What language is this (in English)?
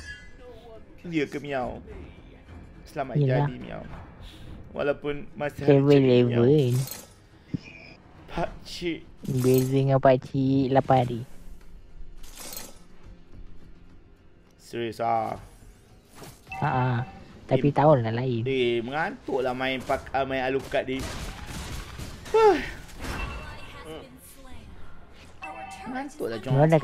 Malay